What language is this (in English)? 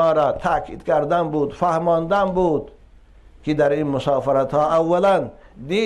Tajik